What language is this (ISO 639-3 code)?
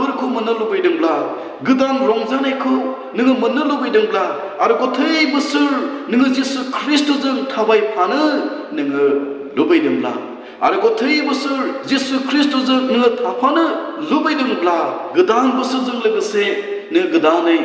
brx